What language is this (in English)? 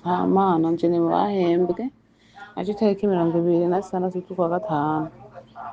Rundi